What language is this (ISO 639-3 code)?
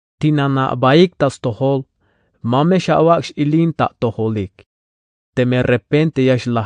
tzh